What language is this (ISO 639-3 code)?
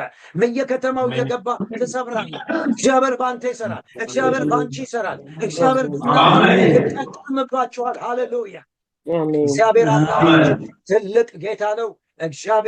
amh